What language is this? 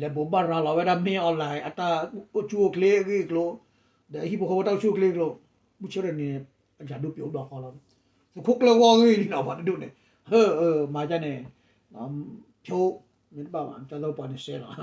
S'gaw Karen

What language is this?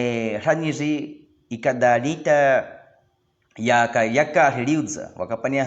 Baniwa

